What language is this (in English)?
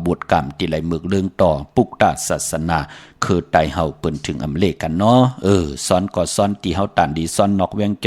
Shan